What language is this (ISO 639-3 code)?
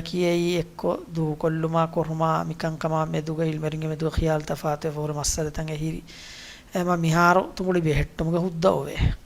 div